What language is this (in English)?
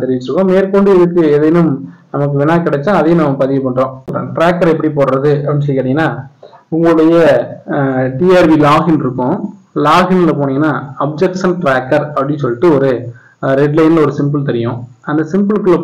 Tamil